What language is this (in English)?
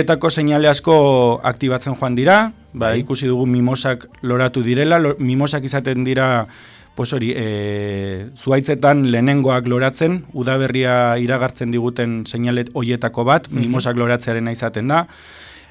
Basque